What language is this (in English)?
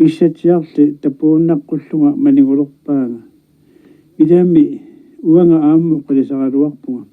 Kalaallisut